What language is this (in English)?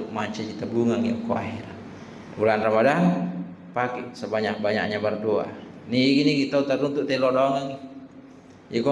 Buginese